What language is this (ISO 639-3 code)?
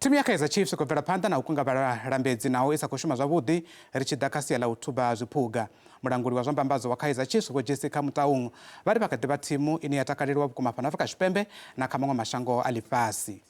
ven